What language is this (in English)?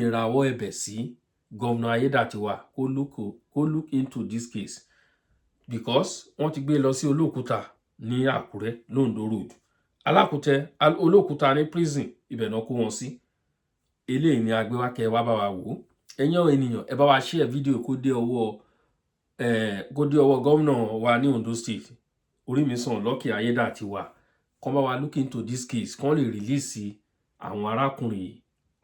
Yoruba